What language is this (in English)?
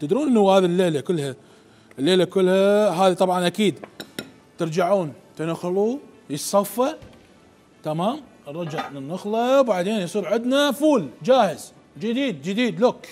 Mesopotamian Arabic